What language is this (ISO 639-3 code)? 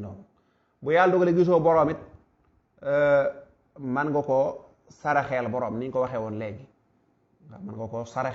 wol